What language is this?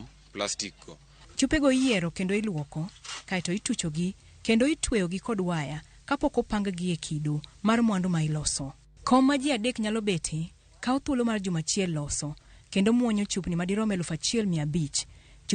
Luo (Kenya and Tanzania)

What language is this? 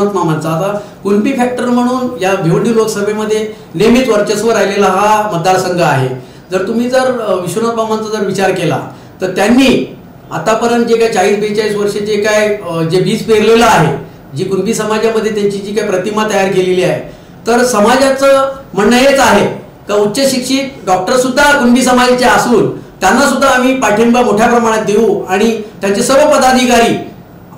Marathi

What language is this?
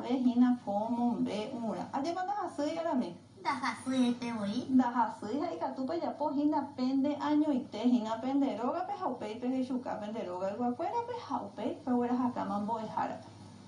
Guarani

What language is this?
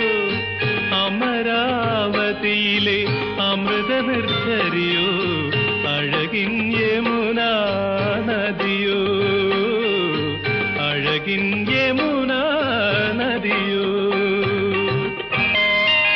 Malayalam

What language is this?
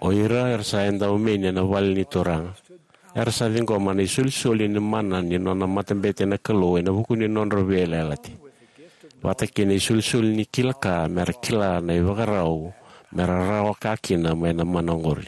Fijian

